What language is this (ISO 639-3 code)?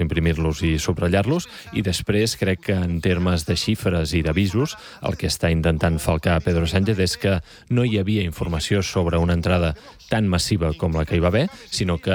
cat